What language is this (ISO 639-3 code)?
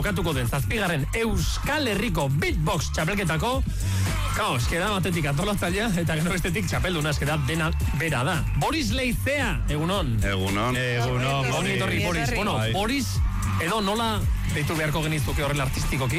eus